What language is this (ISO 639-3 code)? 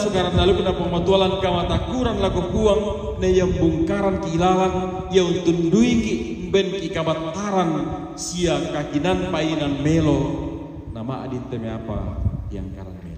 sda